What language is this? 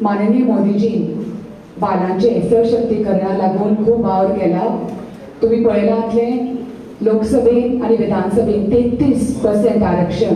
Konkani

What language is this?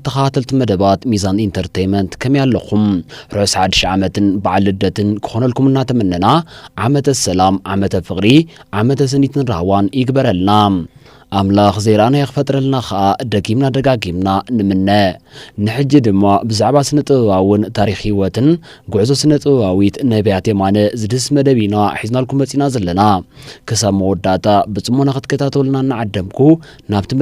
Tigrinya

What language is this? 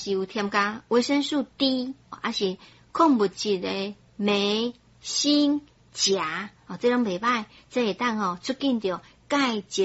Min Nan Chinese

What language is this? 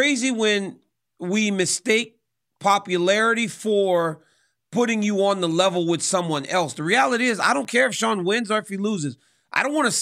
English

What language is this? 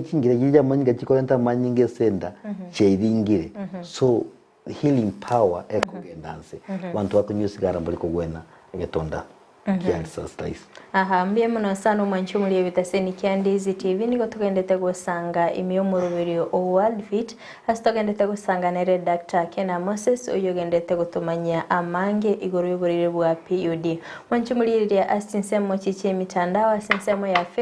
Gusii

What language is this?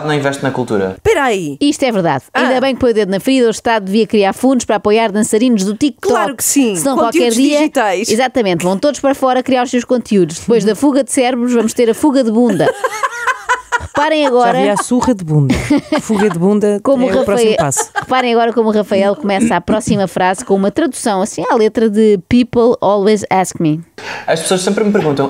Portuguese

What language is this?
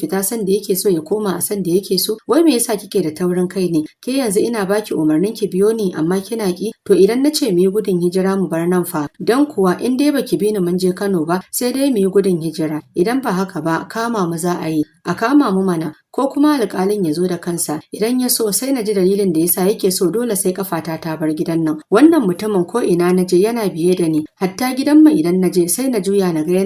Hausa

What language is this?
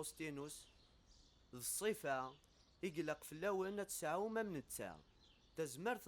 Kabyle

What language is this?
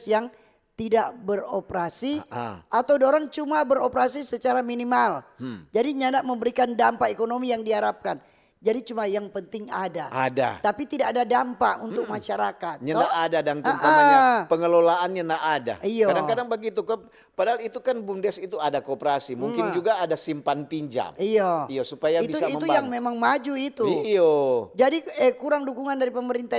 Manado Malay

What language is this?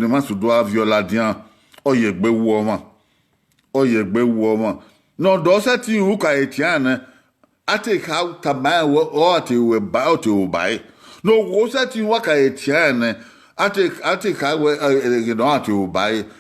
Bini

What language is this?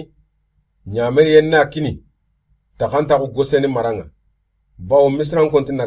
Soninke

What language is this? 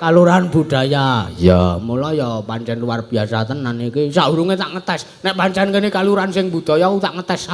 Javanese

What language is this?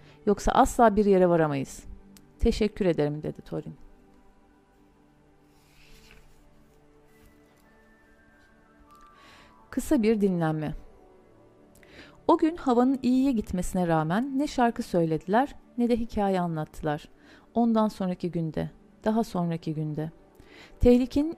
Turkish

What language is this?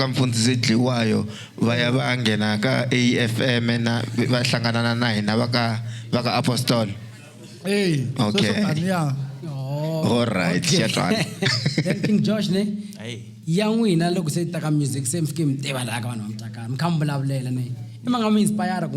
Tsonga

